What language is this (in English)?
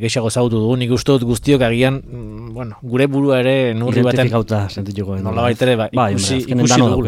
Basque